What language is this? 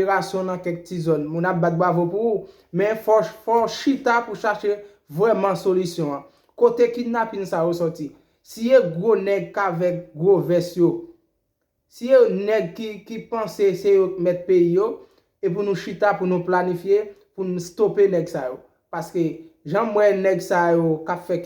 Haitian Creole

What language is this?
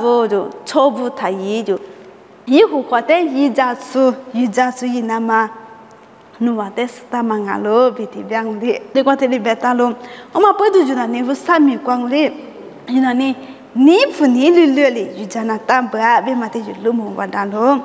Lisu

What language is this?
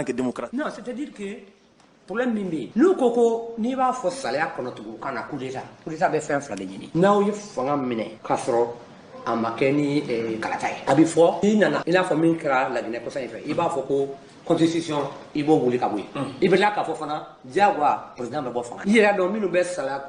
Bambara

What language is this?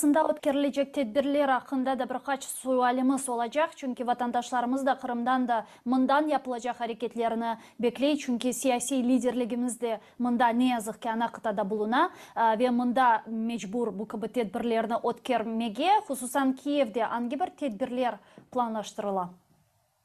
Crimean Tatar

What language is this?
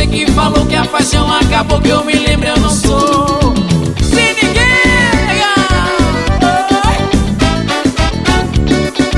Portuguese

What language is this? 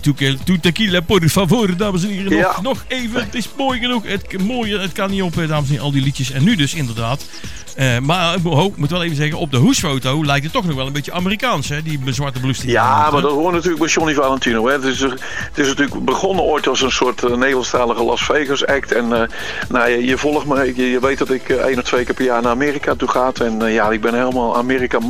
Dutch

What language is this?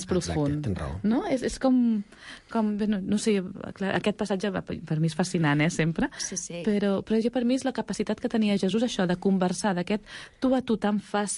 Catalan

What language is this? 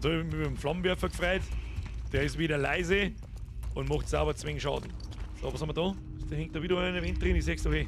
Bavarian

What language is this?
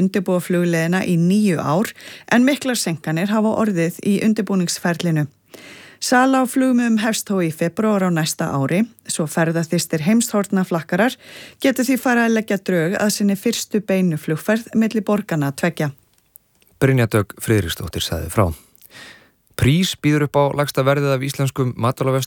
Icelandic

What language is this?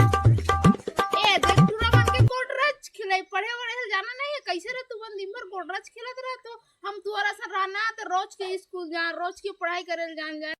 Chhattisgarhi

